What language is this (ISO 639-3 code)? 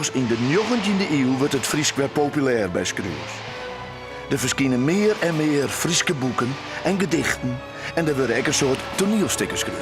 fry